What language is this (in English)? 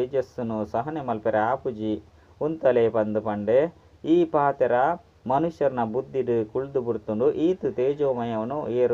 Tulu